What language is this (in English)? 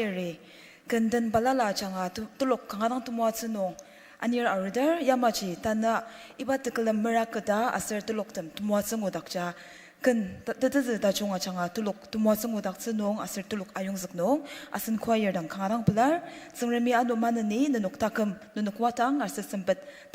Ao Naga